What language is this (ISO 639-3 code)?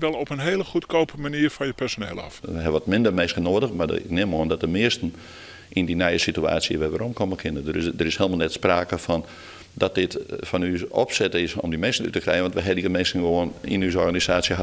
fry